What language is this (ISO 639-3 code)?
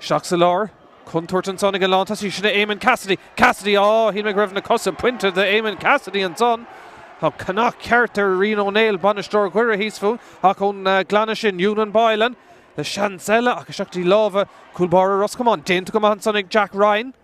gle